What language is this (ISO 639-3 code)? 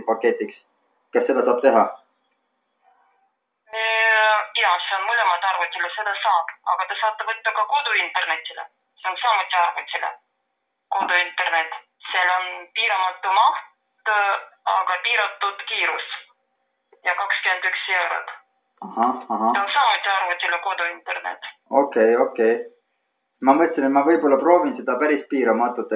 est